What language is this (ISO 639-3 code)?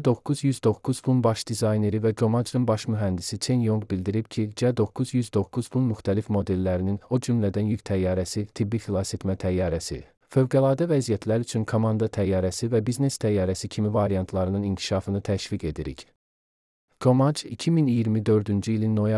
aze